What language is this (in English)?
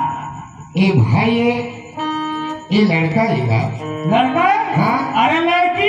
Chhattisgarhi